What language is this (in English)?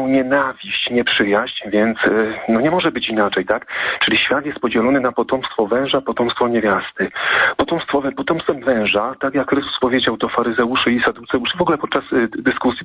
Polish